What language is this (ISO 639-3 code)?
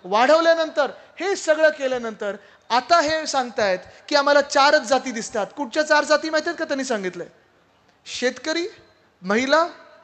mar